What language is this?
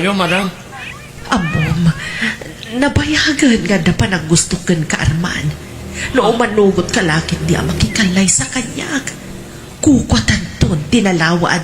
Iloko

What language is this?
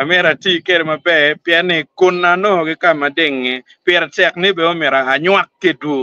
Acoli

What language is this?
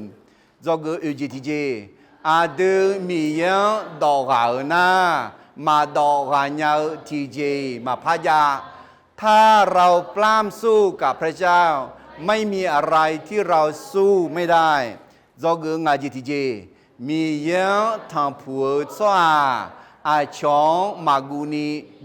Akha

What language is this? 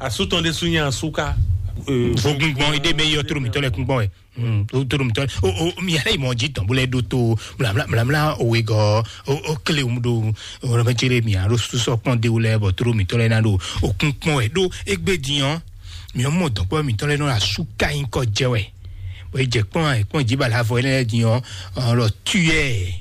Fon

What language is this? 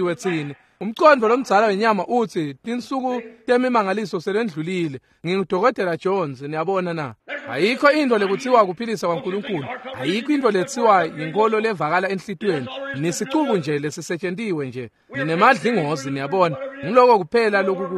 Swati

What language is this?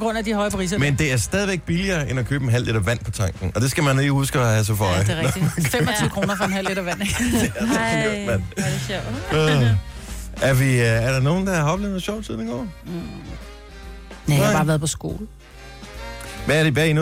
Danish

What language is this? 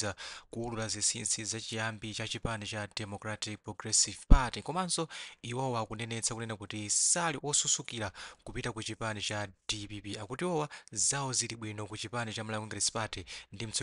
Nyanja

